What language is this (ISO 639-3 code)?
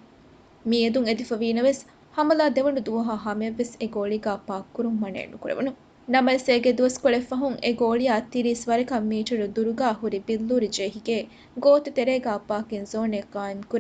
div